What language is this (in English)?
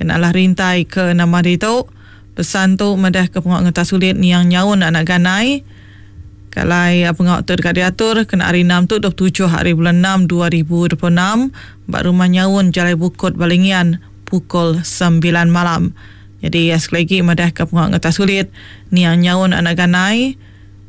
Iban